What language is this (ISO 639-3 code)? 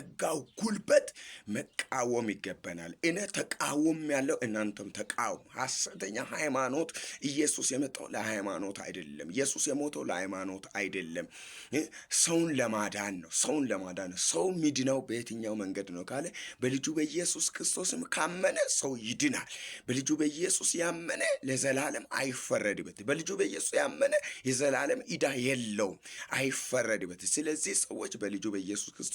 amh